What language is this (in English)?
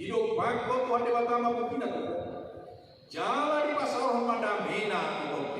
Batak Toba